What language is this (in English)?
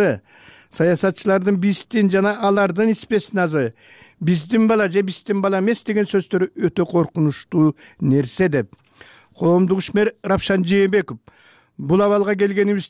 Kyrgyz